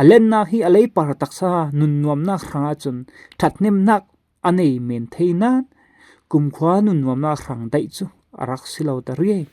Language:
Falam Chin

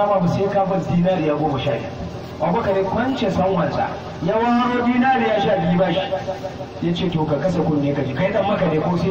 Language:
Hausa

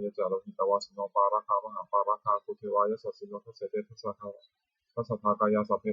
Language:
Pali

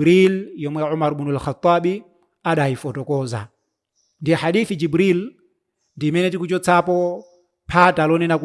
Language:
Nyanja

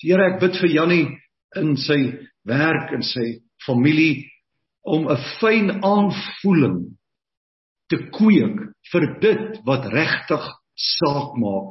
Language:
Afrikaans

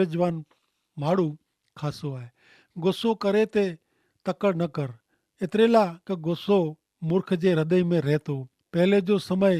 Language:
Kachhi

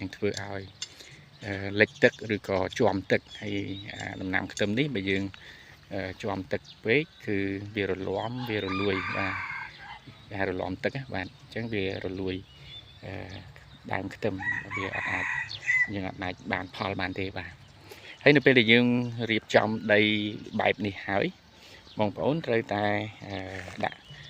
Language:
Khmer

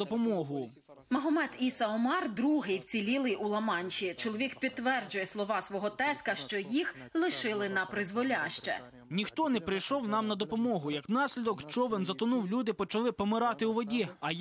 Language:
Ukrainian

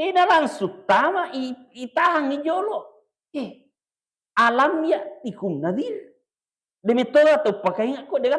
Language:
Buginese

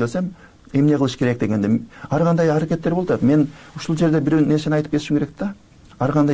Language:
Kyrgyz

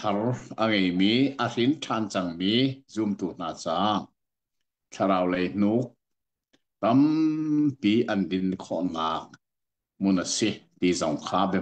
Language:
Hakha Chin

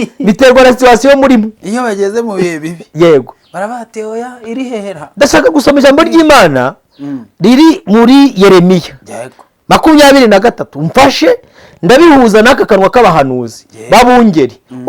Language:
Kinyarwanda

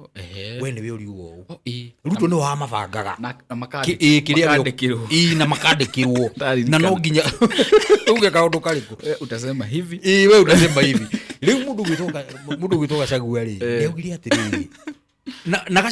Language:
Kikuyu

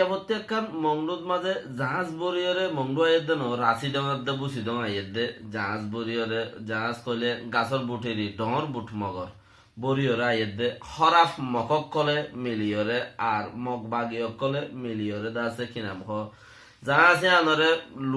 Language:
Rohingya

